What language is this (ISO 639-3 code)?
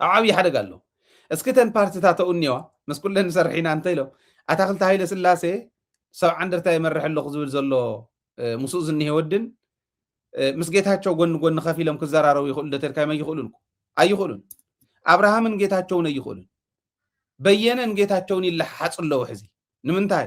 tir